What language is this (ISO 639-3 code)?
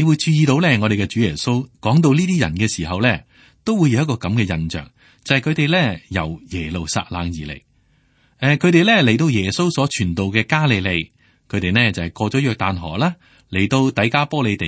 yue